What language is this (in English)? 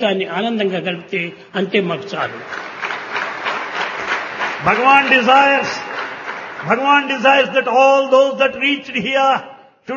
Telugu